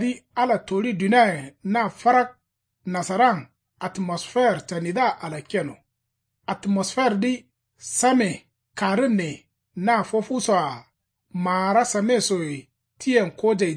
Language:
Kanuri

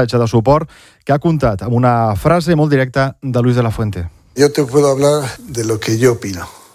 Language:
Catalan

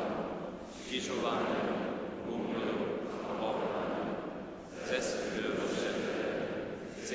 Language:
Upper Sorbian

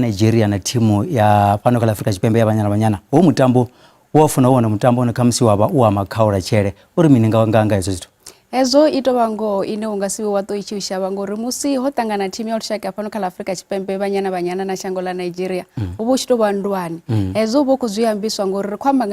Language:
Venda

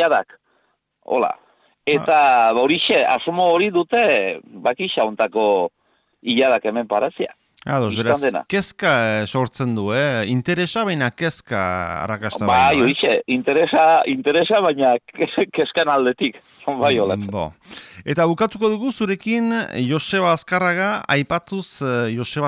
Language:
Basque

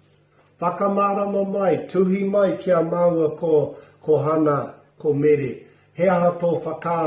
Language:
Māori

